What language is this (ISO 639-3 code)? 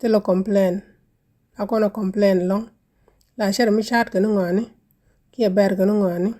nus